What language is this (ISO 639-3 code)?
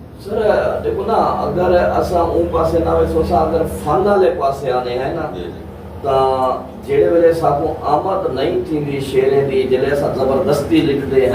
skr